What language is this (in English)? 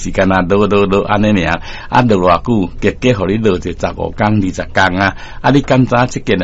Min Nan Chinese